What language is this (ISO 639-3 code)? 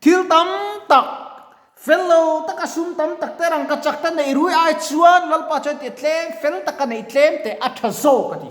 lus